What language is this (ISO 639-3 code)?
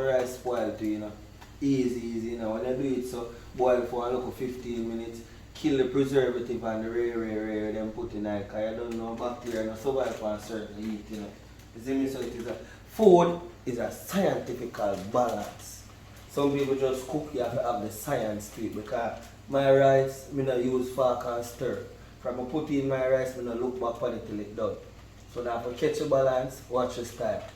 jam